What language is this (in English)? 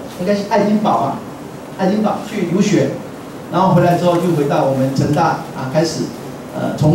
Chinese